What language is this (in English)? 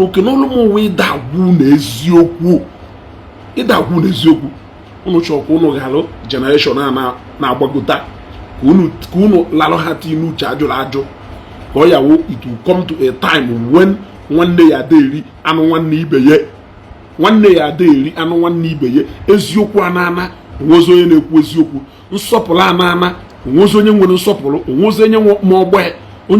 Igbo